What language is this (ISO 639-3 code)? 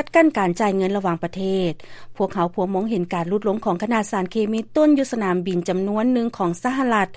lao